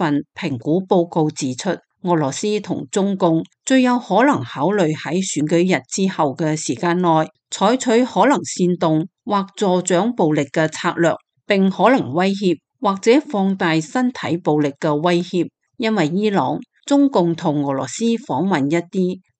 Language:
Cantonese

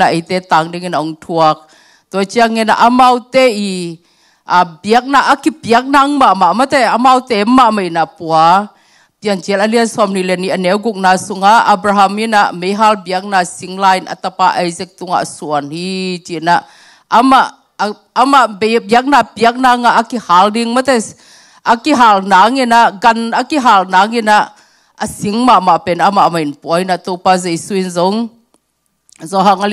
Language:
Tedim Chin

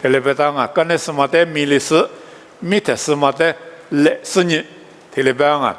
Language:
Lisu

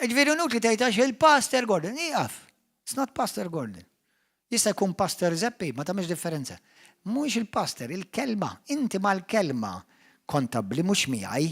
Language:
Maltese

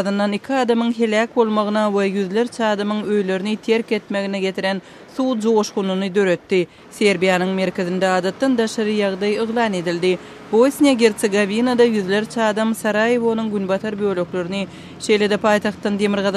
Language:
Turkmen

